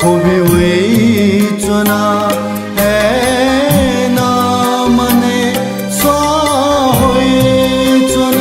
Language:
Newari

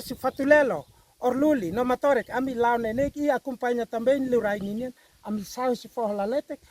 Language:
Tetum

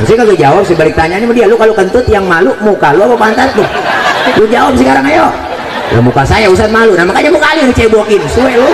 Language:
Betawi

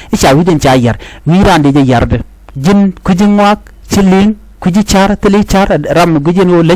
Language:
Nuer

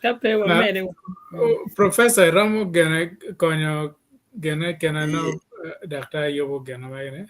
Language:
Acoli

